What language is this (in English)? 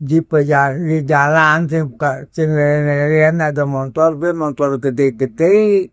Balinese